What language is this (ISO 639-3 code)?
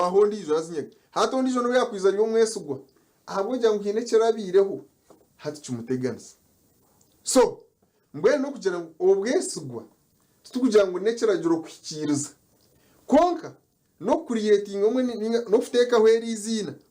nyn